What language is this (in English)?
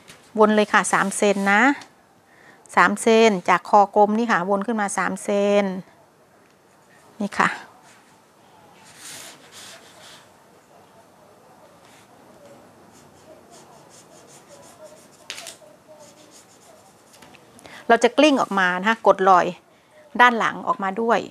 Thai